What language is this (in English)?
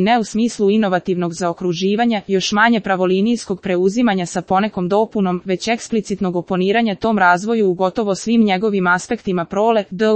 Serbian